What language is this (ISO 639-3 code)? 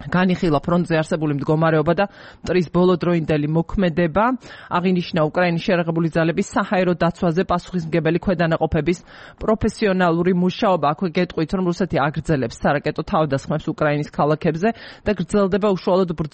kat